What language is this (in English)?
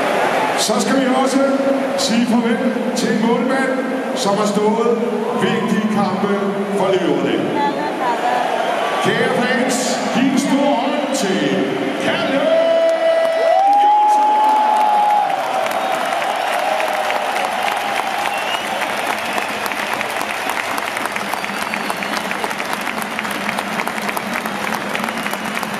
Danish